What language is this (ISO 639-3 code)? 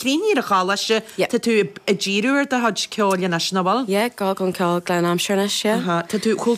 gle